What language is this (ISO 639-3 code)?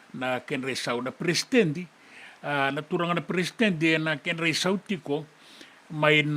fij